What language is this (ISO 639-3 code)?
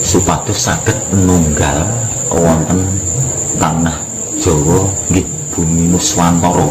jav